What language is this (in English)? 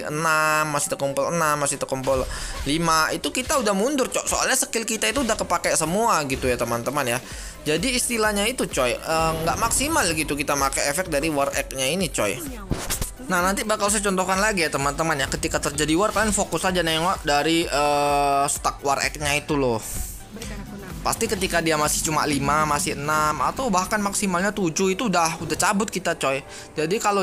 Indonesian